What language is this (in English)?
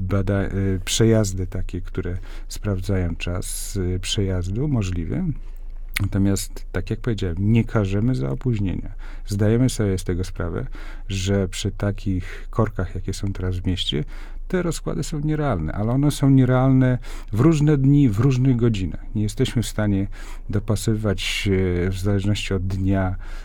Polish